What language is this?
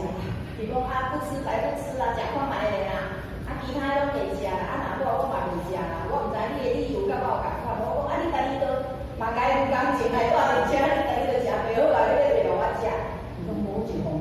Min Nan Chinese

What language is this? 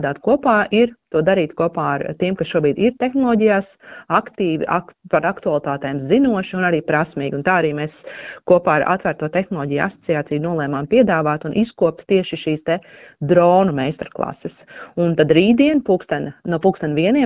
Latvian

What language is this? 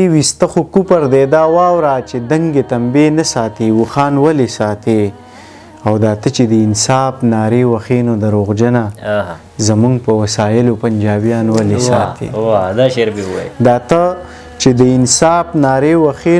Pashto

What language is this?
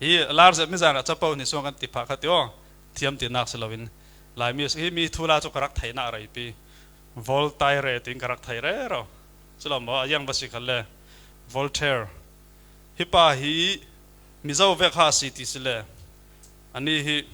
Falam Chin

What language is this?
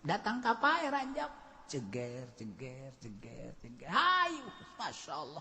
Sundanese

